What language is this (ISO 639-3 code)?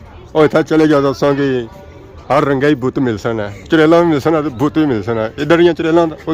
phr